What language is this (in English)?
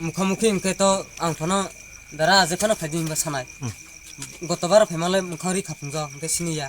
Kok Borok